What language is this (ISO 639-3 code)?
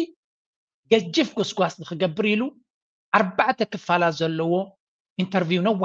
tir